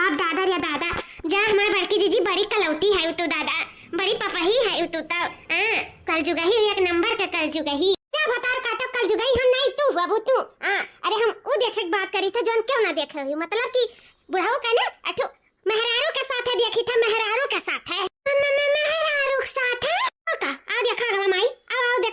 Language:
Awadhi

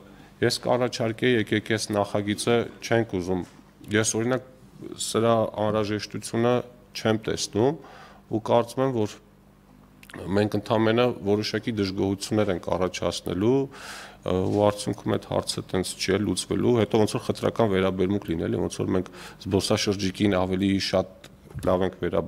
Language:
Armenian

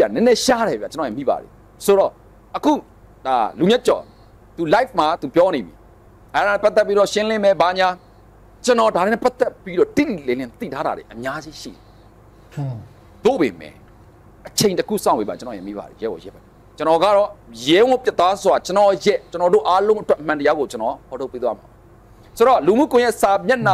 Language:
Burmese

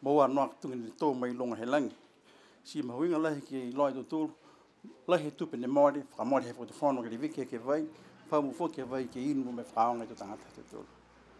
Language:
Niuean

